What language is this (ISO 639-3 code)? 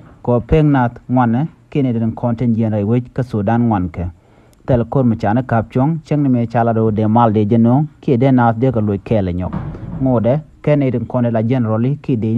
nus